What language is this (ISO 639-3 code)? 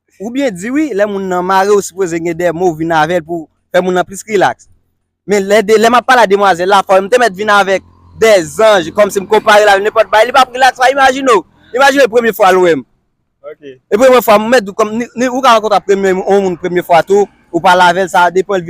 hat